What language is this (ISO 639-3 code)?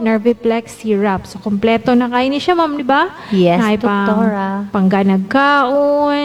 ceb